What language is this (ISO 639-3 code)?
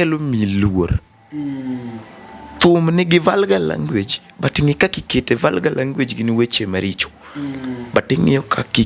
luo